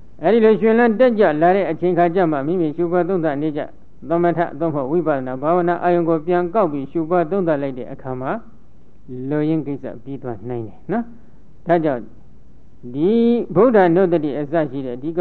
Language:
Burmese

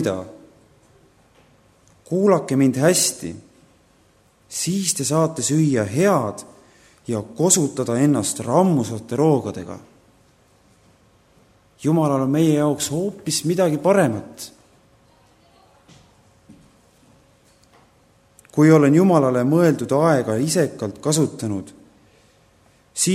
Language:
Estonian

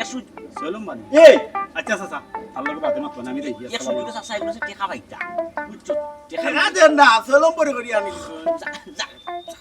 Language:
Sylheti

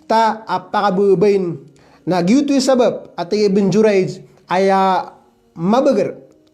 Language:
Maranao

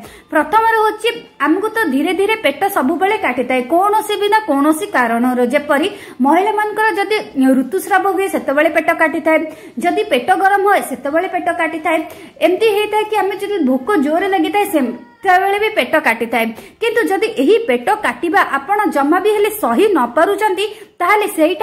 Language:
Odia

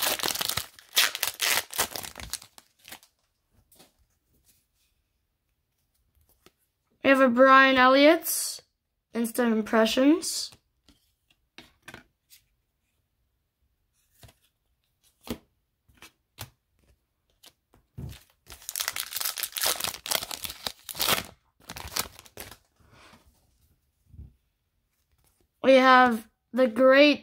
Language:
English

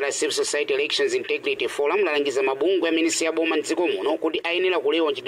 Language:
Nyanja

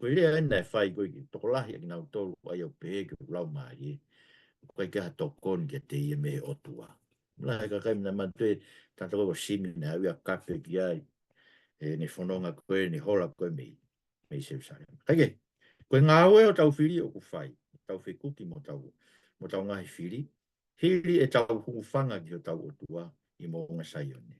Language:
Tongan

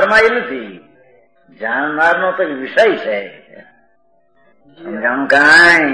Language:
Gujarati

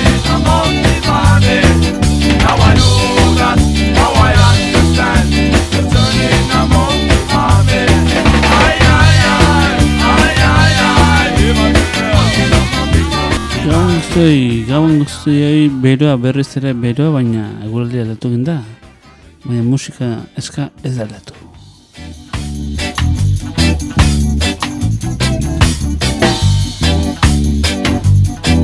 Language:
Basque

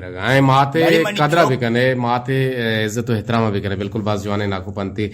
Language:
Eastern Balochi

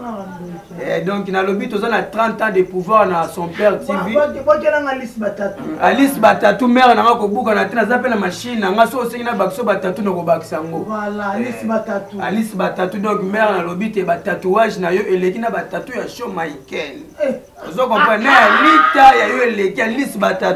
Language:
Lingala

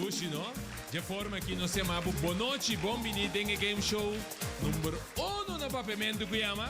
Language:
Papiamento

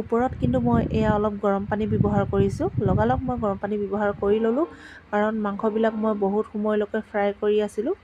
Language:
Assamese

